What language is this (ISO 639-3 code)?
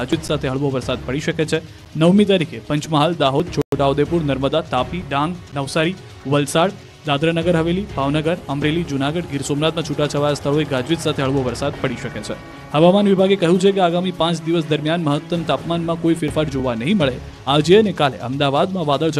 guj